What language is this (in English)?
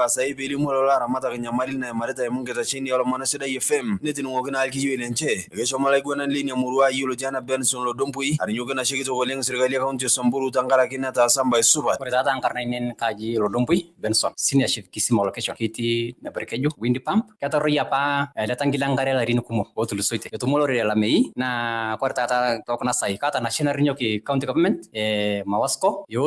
Masai